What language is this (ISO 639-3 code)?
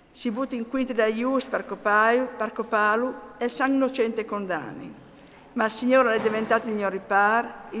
fur